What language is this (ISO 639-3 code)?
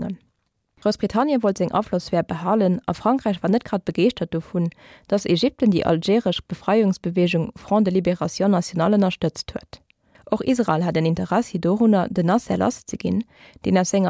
ltz